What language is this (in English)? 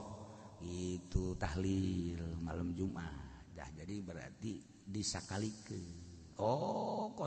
Sundanese